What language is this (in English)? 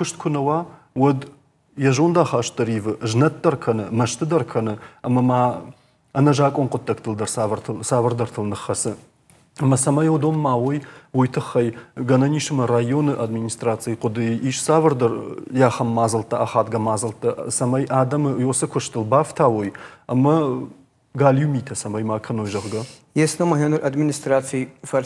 Ossetic